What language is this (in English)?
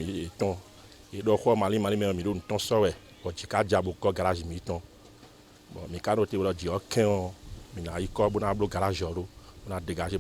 Fon